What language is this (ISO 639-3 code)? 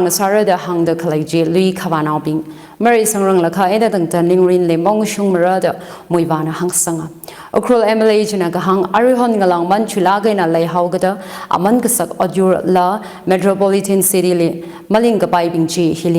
nmf